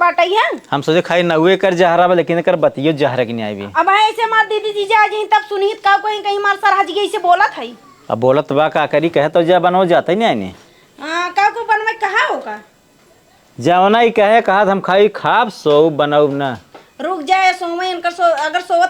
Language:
Awadhi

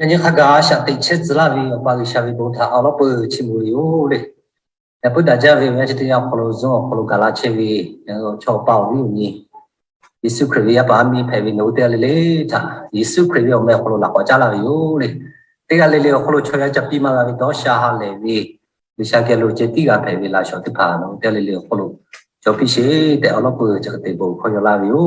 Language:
Lahu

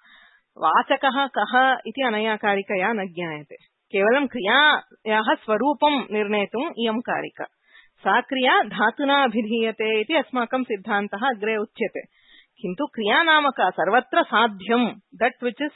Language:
Sanskrit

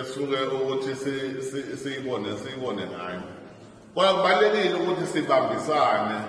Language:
Zulu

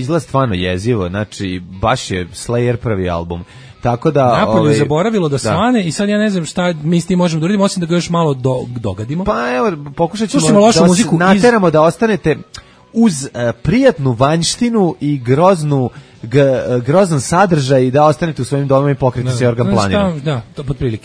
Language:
Serbian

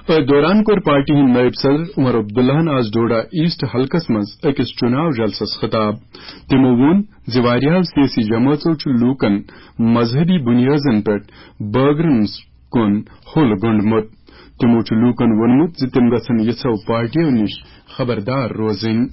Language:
Kashmiri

